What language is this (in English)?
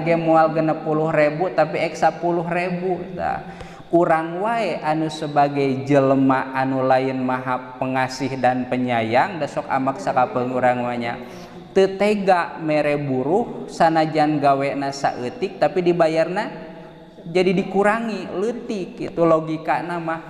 Sundanese